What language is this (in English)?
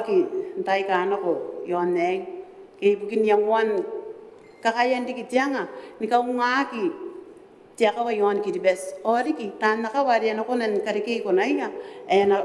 Gilbertese